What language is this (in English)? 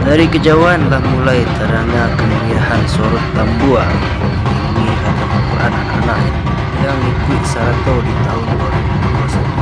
Minangkabau